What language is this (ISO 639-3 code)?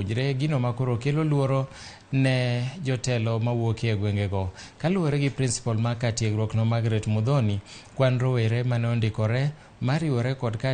luo